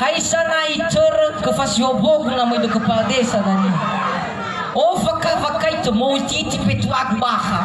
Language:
Nias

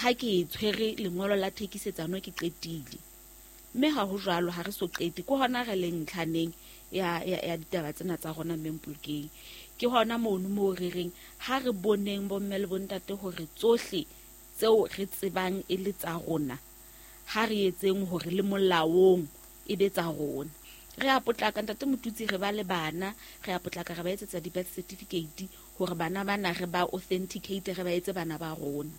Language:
Southern Sotho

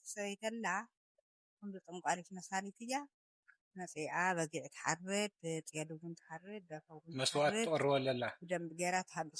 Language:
Tigrinya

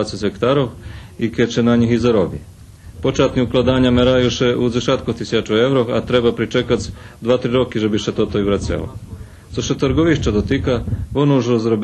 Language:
Rusyn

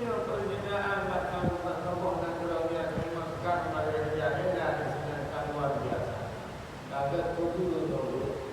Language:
Achinese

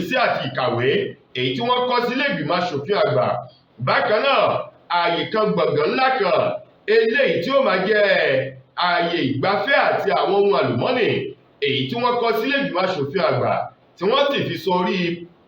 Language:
Yoruba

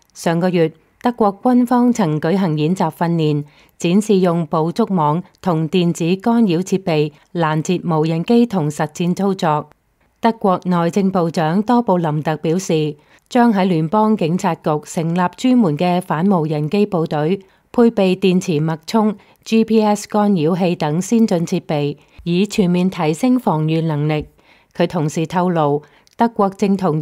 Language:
Cantonese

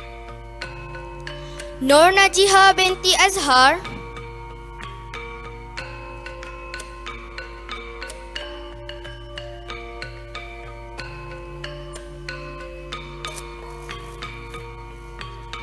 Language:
Malay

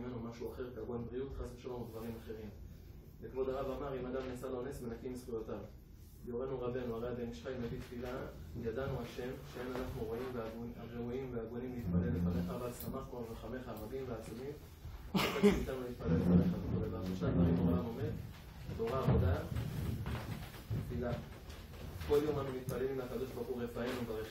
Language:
Hebrew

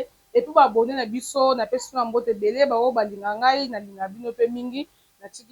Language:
Lingala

